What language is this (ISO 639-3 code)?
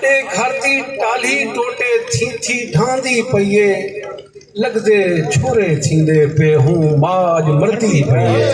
skr